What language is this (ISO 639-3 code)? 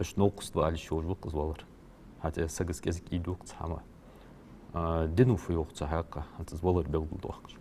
inh